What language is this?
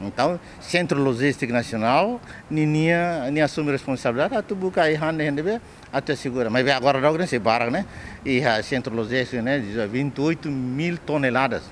Tetum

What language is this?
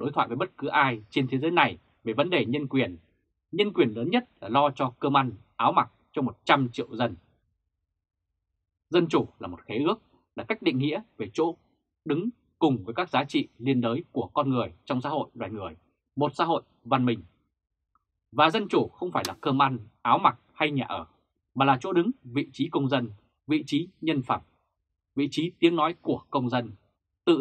Vietnamese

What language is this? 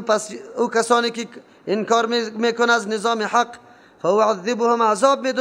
Persian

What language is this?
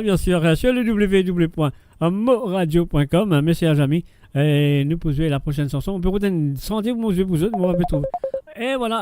Morisyen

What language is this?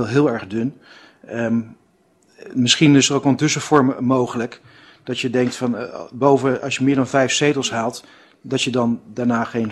Dutch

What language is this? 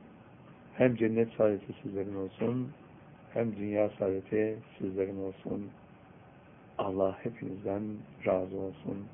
Turkish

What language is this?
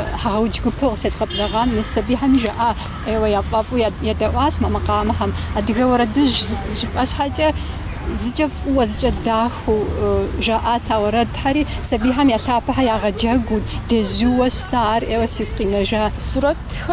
Kabardian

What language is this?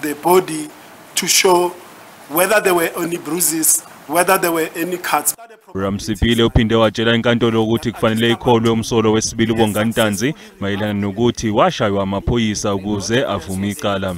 Zulu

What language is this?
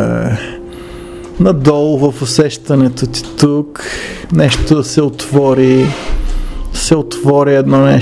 Bulgarian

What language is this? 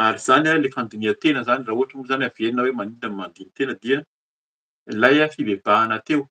Malagasy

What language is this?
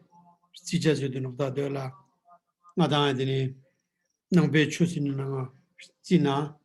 Ladakhi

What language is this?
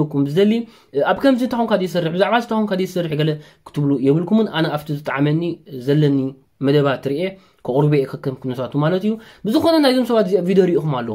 Tigrinya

